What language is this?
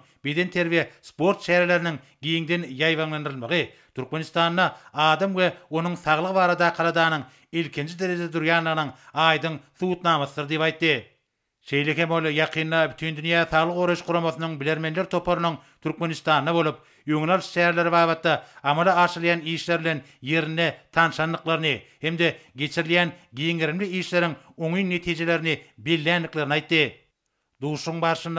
Turkmen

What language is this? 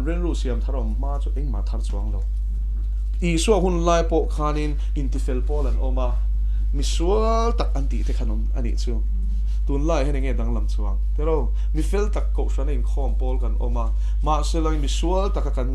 Mizo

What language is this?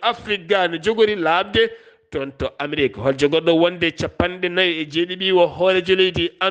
Fula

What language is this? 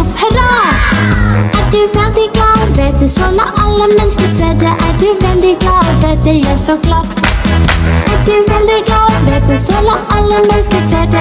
Norwegian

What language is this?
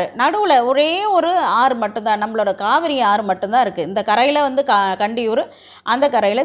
Tamil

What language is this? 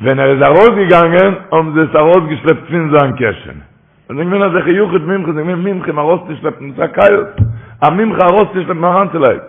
Yiddish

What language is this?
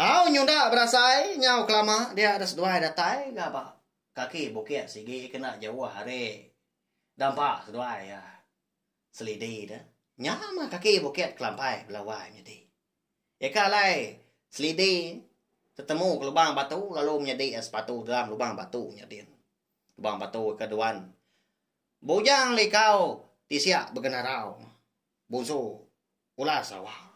Iban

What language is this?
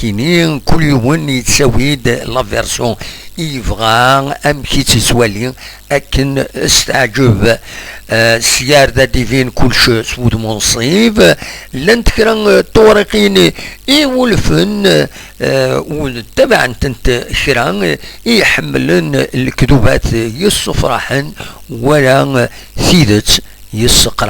Kabyle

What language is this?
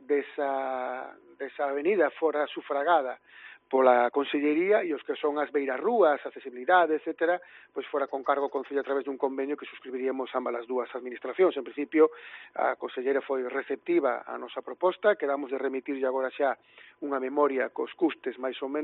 Galician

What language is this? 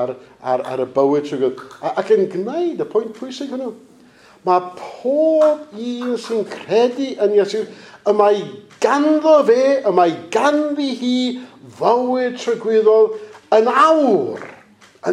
Welsh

